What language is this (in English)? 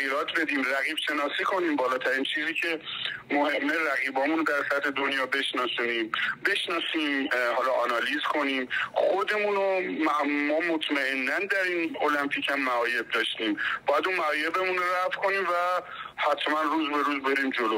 Persian